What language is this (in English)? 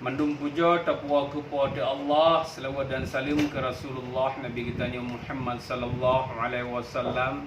Achinese